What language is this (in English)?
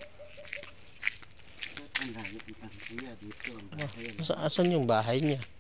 Filipino